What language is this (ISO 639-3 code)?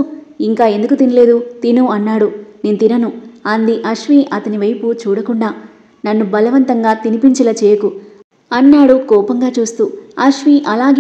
tel